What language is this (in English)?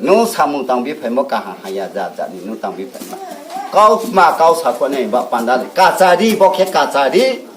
Riang (India)